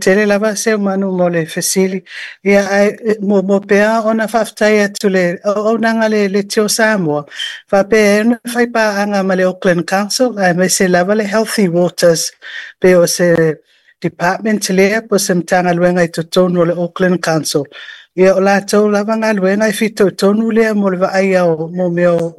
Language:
Samoan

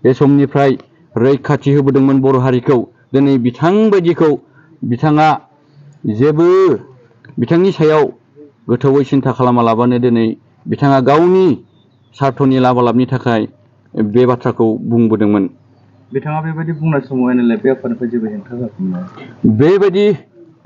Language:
Bodo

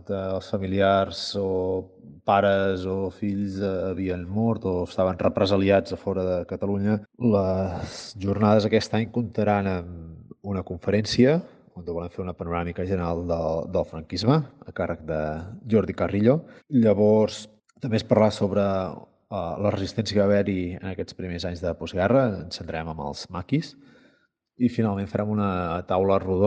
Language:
Catalan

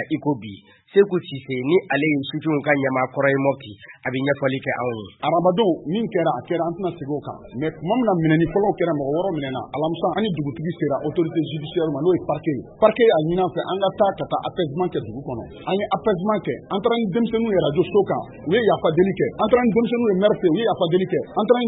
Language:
Bambara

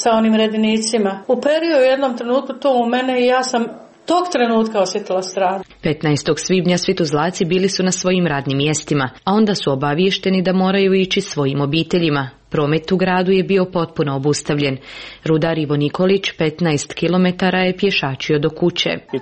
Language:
Croatian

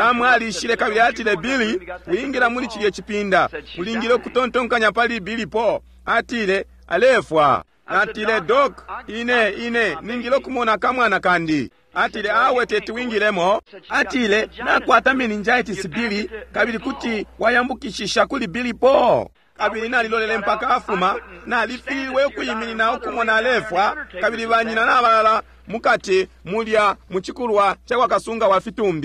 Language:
Bemba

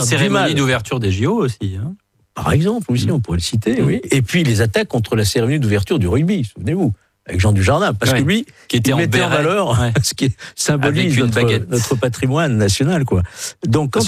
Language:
French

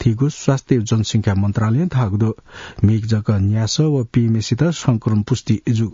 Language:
Newari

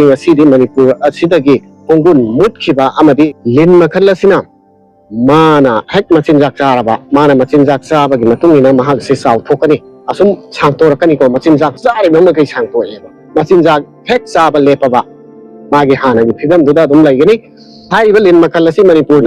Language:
Manipuri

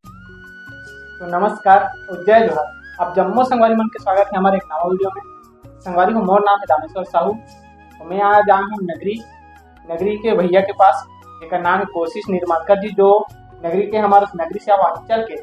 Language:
Chhattisgarhi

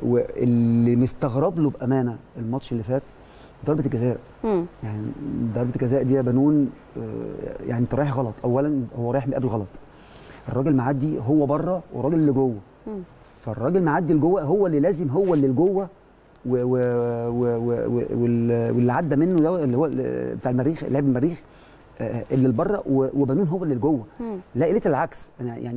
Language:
Egyptian Arabic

